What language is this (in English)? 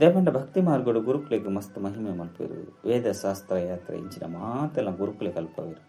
Tulu